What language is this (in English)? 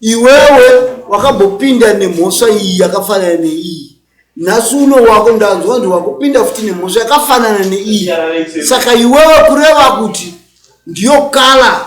Shona